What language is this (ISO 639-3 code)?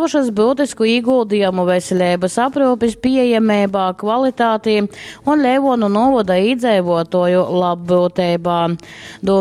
ltg